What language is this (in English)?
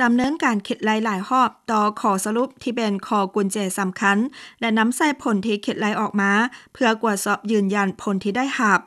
Lao